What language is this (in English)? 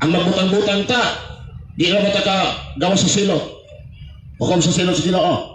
Cebuano